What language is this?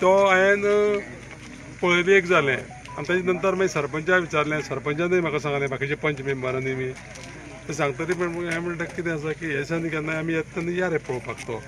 Konkani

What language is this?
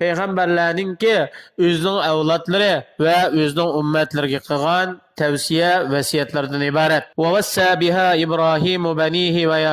Uyghur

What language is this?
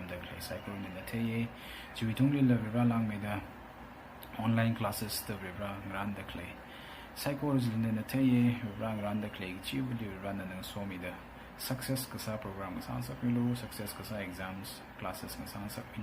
Tangkhul Naga (India)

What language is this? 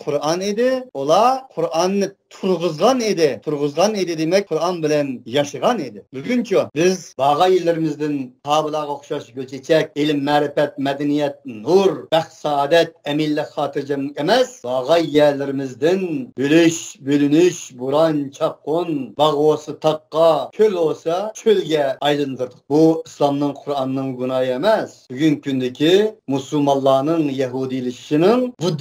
Uyghur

